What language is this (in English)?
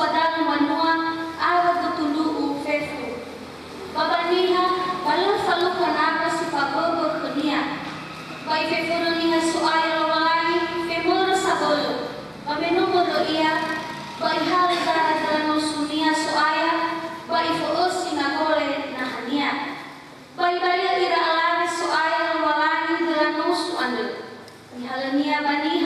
Nias